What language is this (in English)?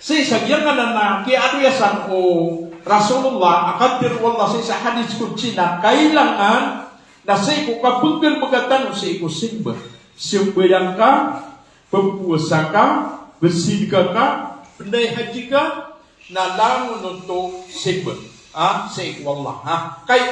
Maranao